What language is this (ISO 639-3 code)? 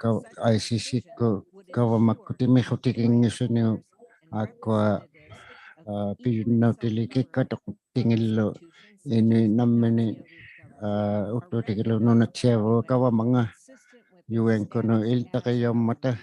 iku